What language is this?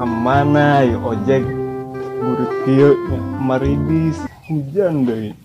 Sundanese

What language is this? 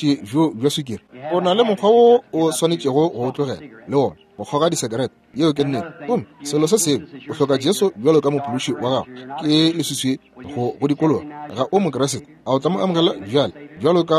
Northern Sotho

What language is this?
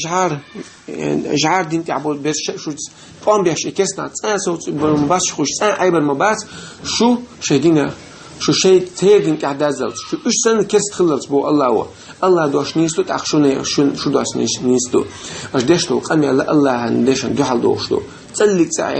Chechen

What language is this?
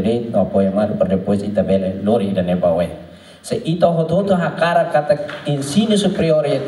Tetum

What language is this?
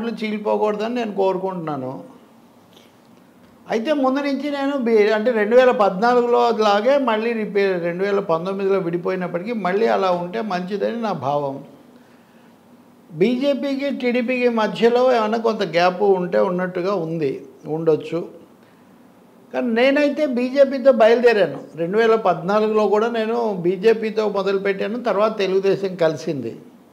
Telugu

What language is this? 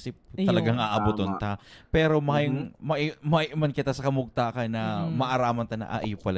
Bikol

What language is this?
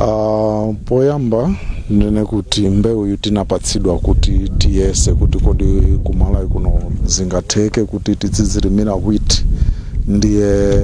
Nyanja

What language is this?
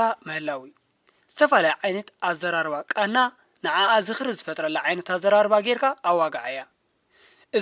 Tigrinya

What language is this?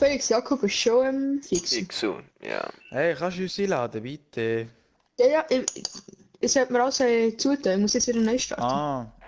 Swiss German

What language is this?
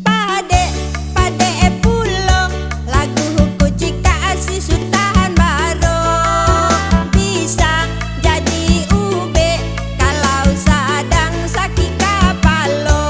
Minangkabau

